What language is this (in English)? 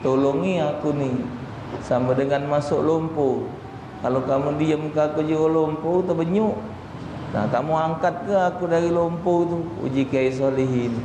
Musi